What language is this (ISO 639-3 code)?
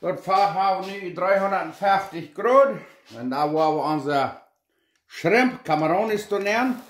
pdt